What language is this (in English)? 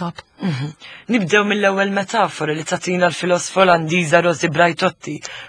Maltese